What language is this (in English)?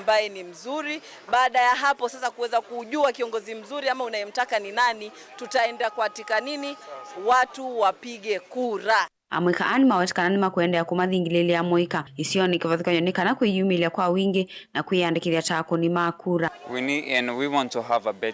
Kamba